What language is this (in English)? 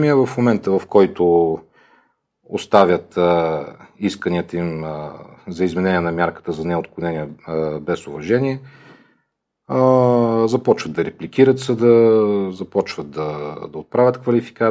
Bulgarian